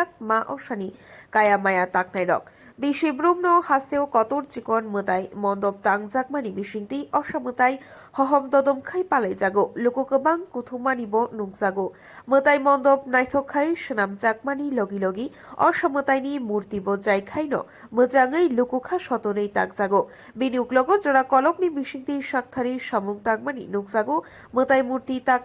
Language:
Kok Borok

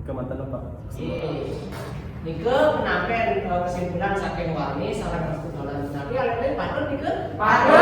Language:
Balinese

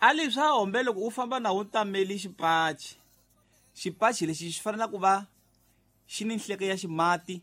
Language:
Tsonga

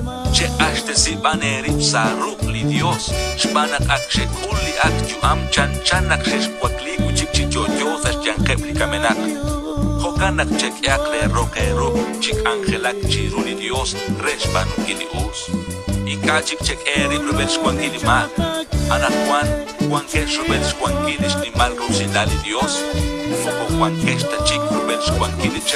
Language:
Kekchí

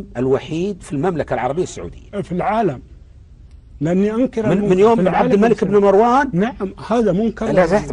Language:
Arabic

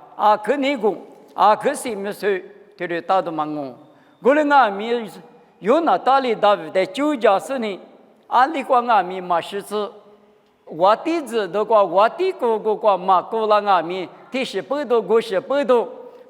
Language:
Lisu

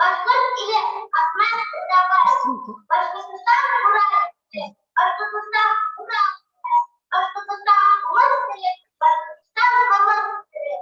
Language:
Bashkir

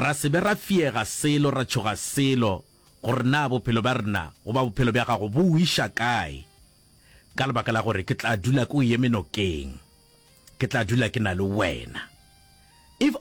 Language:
Northern Sotho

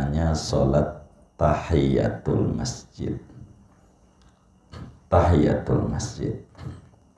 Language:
Indonesian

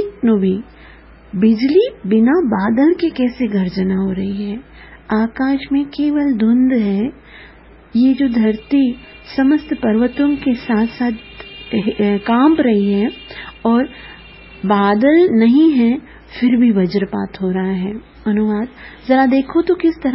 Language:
Hindi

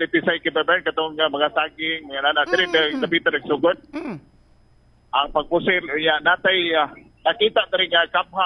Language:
Cebuano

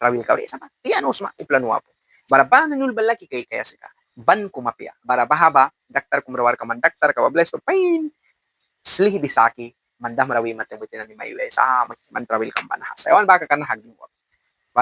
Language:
Mískito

